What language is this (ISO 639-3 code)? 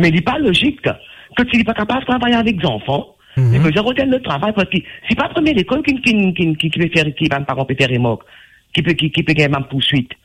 mfe